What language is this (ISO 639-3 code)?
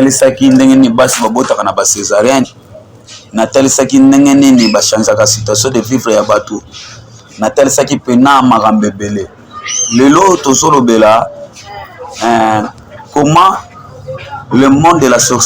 lin